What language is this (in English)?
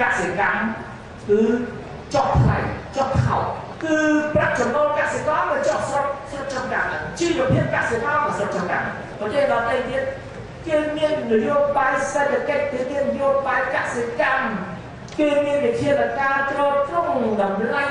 Khmer